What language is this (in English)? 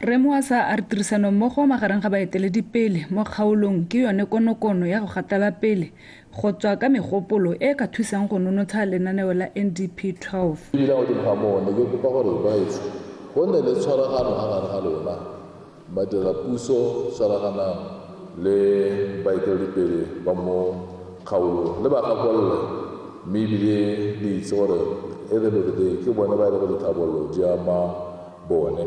Tswana